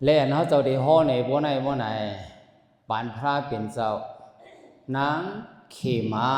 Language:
Shan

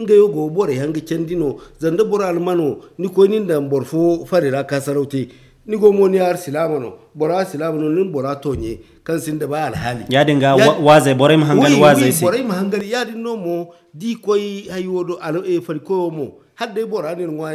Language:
Zarma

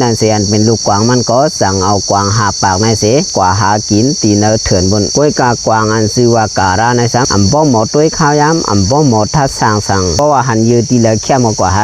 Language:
Shan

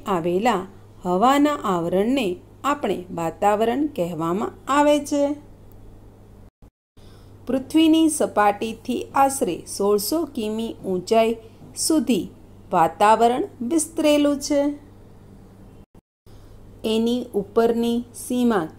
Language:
Gujarati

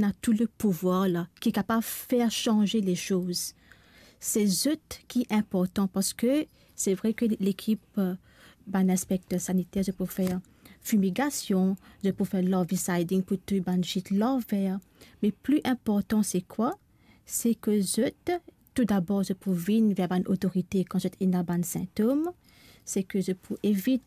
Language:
Morisyen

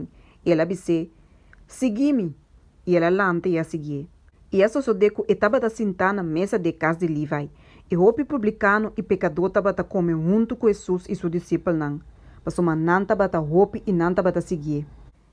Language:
Papiamento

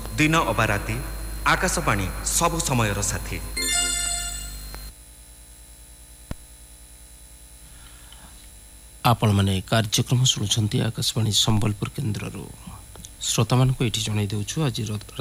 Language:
Odia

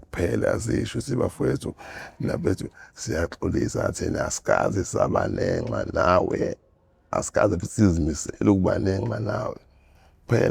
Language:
Zulu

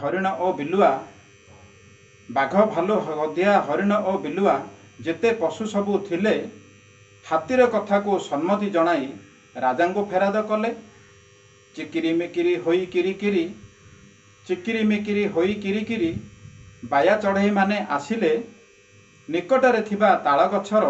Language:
Odia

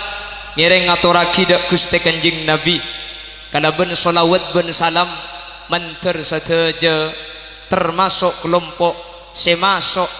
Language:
Madurese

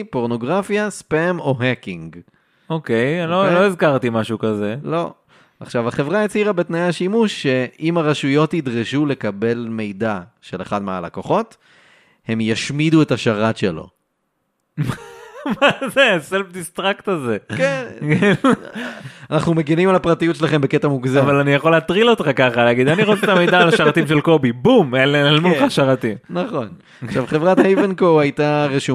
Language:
Hebrew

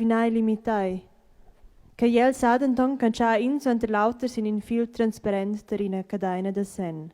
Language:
Romansh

